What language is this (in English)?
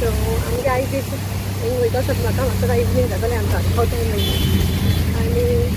Konkani